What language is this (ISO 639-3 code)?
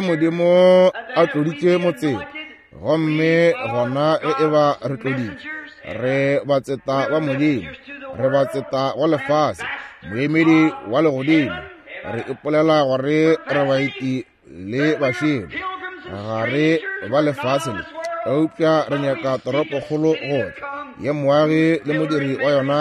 nso